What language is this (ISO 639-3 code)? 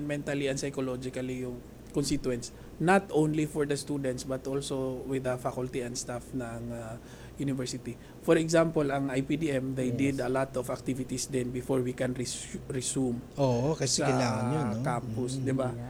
fil